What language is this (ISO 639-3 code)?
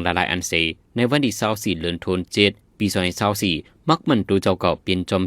shn